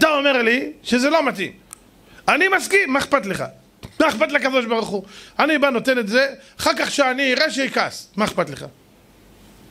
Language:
Hebrew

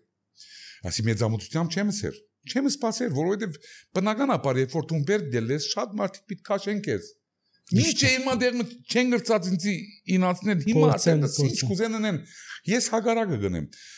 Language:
Armenian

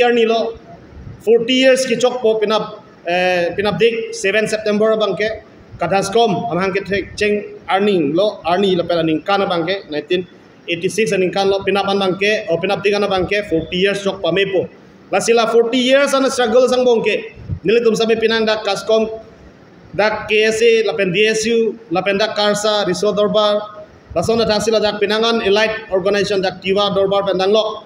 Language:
Karbi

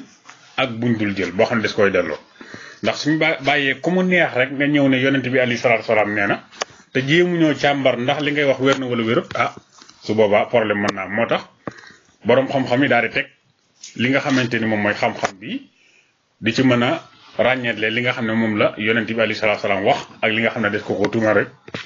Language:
Wolof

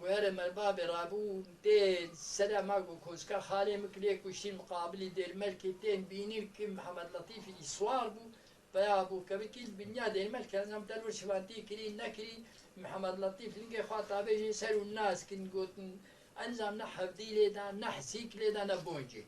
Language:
Kurdish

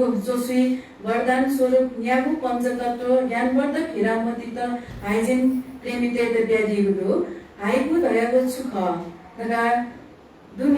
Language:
Newari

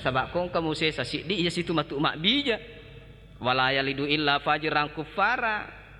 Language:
Buginese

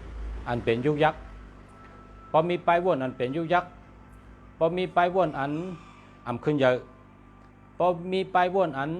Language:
Shan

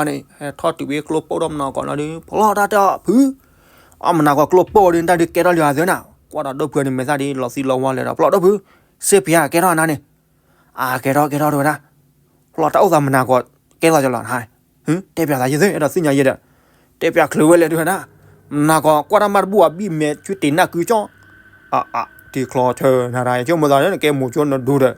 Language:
S'gaw Karen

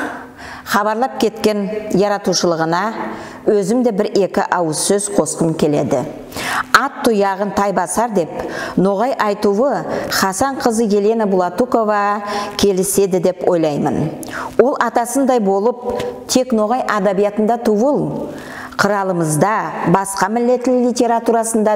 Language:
Nogai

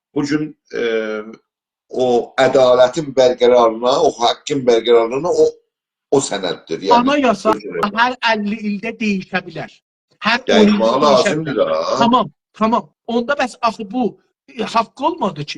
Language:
South Azerbaijani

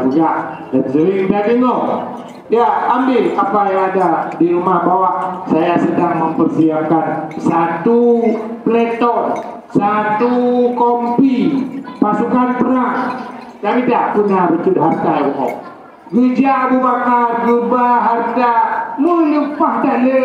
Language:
Achinese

